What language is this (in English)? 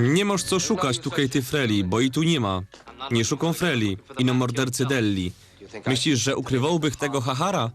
Silesian